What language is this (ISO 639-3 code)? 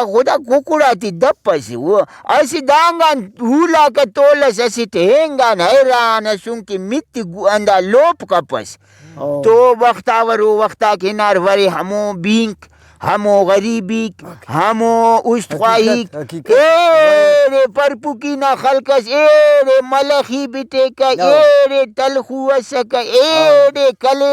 brh